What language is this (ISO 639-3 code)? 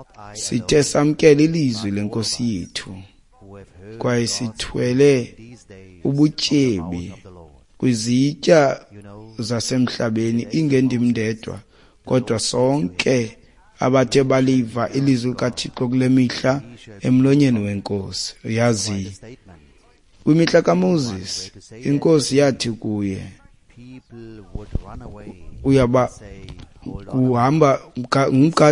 xho